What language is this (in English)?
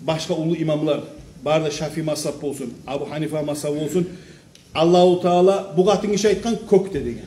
Kumyk